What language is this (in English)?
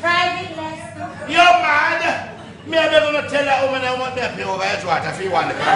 Jamaican Creole English